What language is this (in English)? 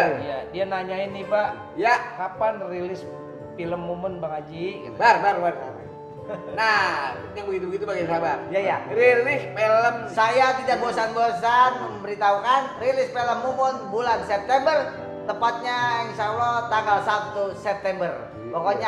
Betawi